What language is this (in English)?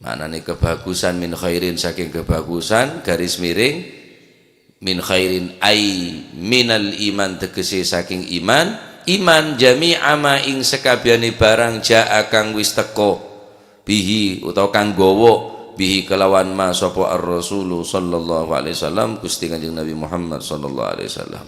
Madurese